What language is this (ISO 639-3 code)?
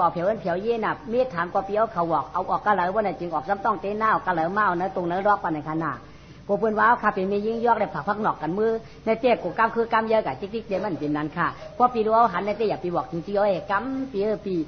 shn